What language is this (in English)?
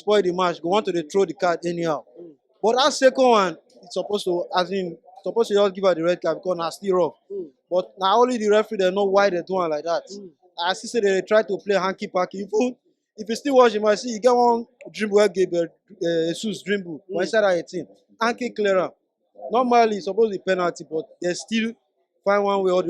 Nigerian Pidgin